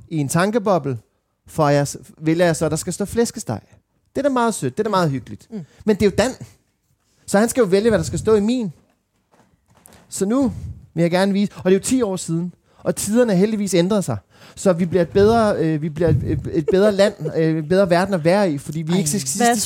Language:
Danish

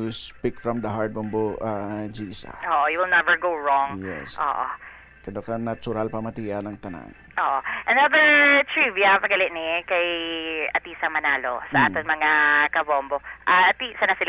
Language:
Hiligaynon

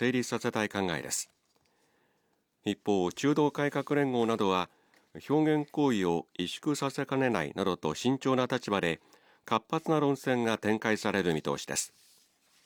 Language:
Japanese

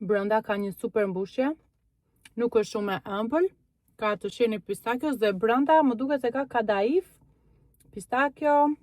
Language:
Albanian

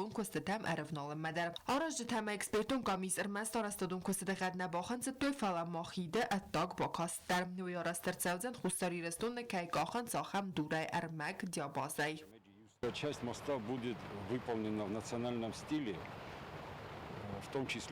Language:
Ossetic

